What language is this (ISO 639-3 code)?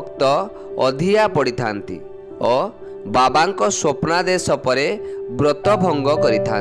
ori